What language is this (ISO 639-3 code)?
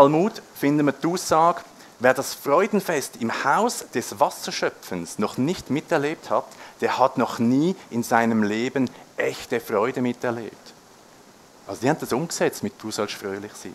gsw